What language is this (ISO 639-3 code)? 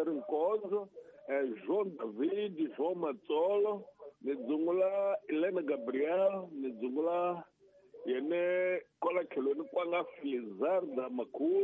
tso